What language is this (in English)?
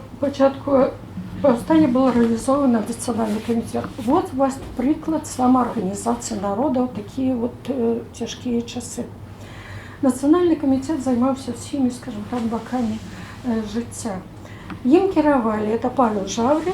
Belarusian